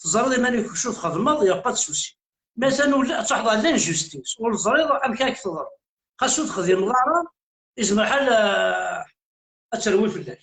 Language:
Kabyle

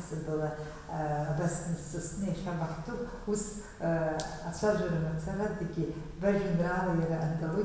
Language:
Abkhazian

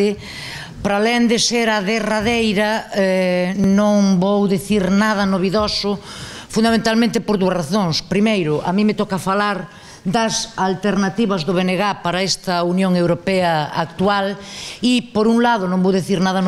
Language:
Galician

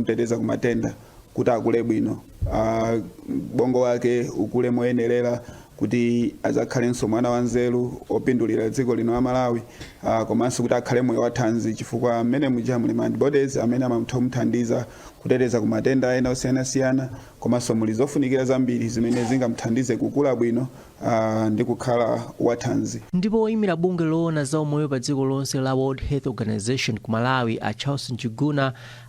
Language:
Nyanja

